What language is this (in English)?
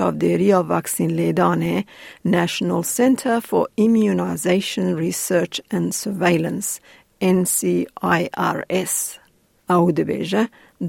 Kurdish